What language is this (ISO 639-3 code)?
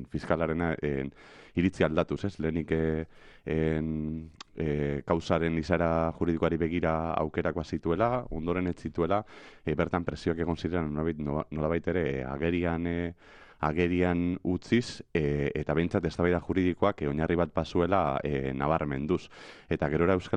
eus